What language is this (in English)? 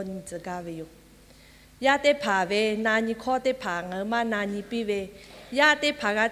Lahu